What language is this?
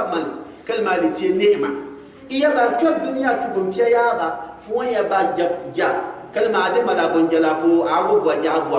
Gourmanchéma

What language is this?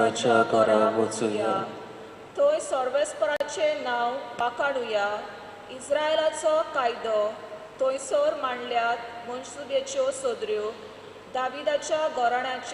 Konkani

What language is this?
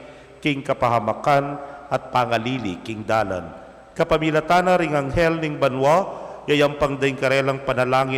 Pampanga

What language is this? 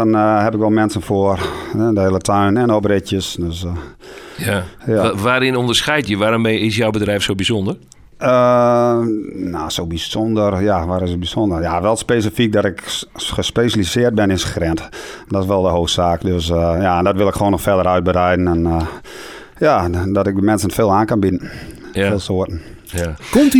Dutch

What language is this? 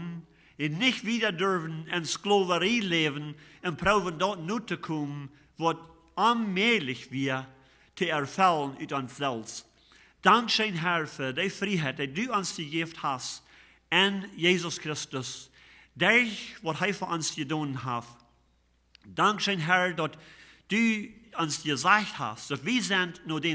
Plautdietsch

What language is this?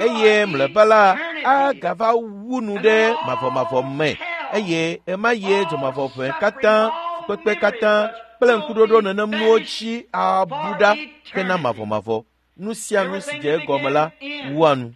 Ewe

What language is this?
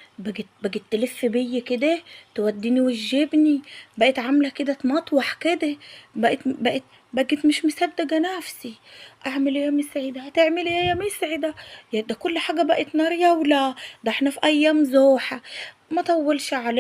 Egyptian Arabic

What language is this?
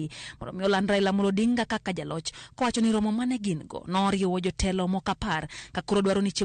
Luo (Kenya and Tanzania)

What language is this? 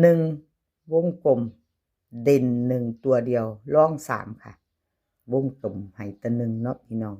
Northeastern Thai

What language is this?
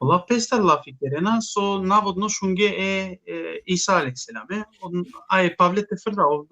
Balkan Romani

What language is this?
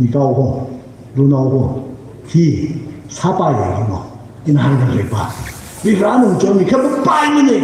Tangkhul Naga (India)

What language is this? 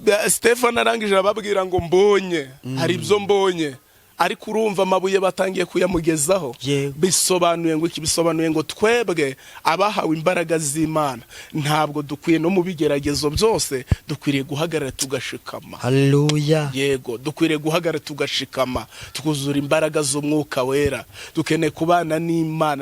Kinyarwanda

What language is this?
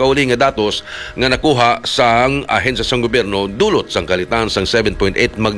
Hiligaynon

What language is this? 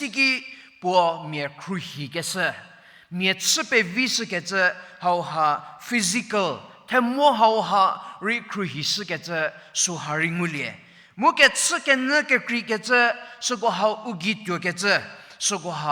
Angami Naga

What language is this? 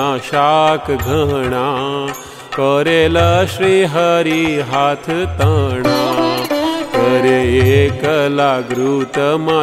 Gujarati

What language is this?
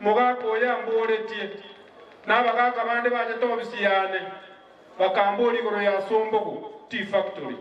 Gusii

